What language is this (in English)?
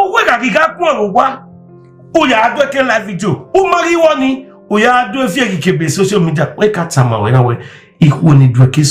Bini